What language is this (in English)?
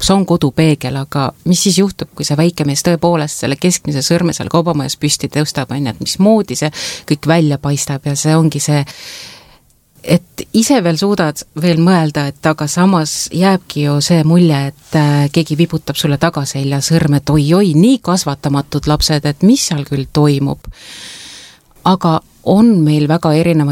Estonian